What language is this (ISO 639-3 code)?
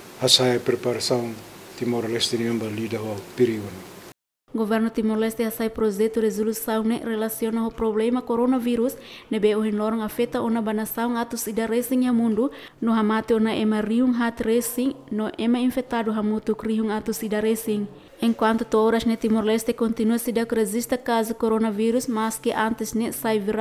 tet